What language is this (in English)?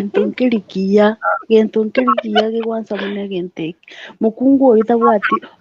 Gusii